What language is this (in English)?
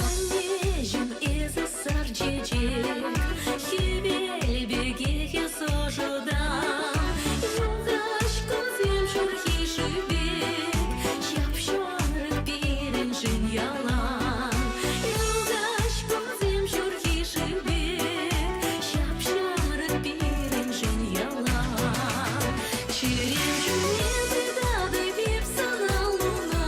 Chuvash